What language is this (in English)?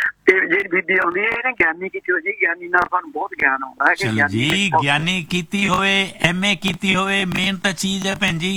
Punjabi